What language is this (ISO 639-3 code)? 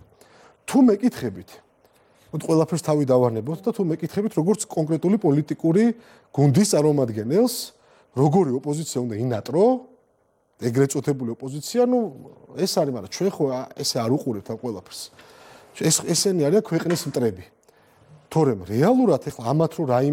kat